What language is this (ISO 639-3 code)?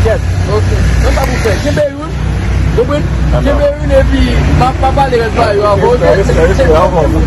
hat